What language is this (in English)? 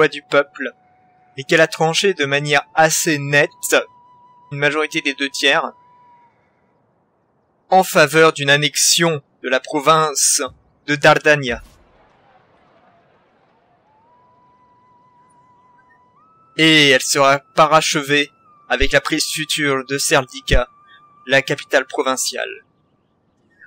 French